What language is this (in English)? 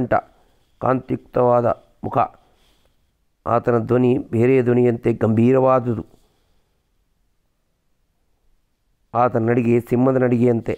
Kannada